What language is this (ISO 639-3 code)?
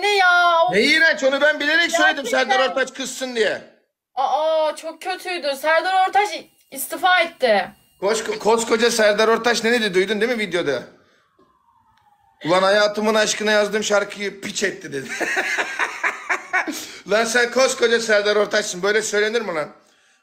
tur